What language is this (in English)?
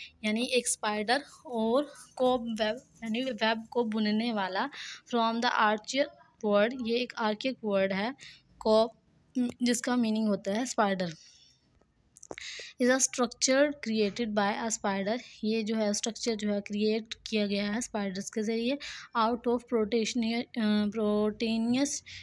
Hindi